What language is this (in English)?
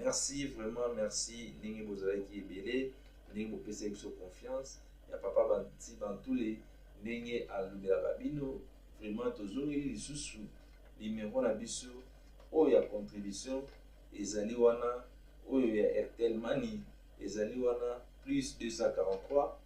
Lingala